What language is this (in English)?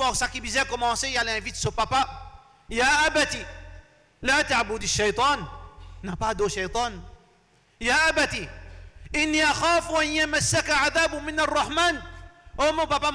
Morisyen